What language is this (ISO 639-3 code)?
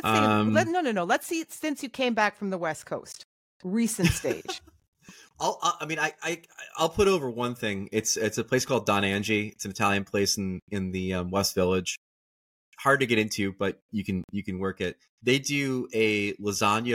eng